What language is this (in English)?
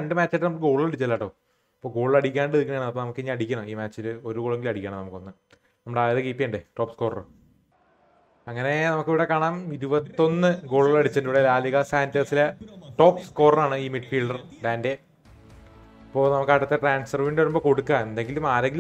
Malayalam